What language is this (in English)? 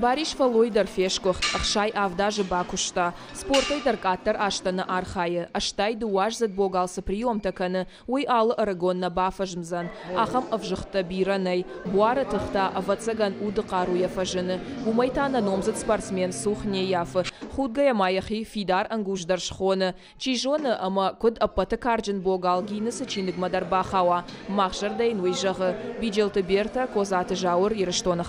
Ossetic